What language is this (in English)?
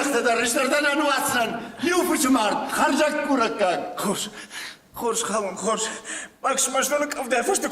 Ossetic